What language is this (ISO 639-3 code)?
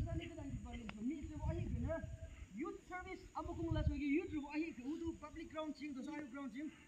yim